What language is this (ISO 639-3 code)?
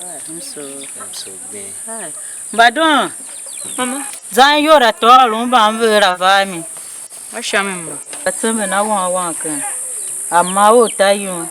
tiv